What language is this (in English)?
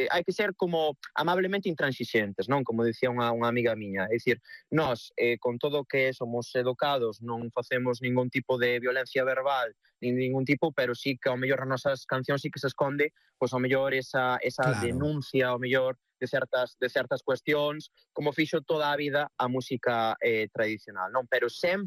Galician